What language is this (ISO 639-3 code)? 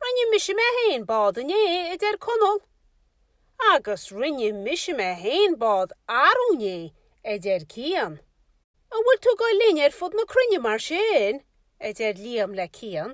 gle